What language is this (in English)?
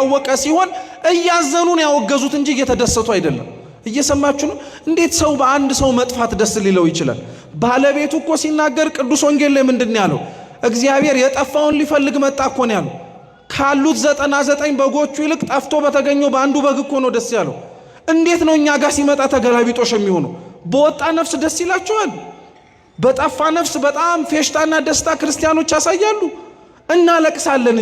Amharic